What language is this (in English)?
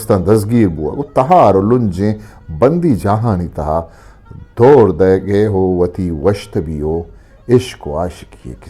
Eastern Balochi